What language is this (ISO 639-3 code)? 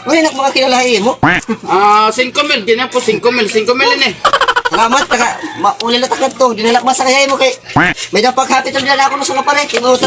war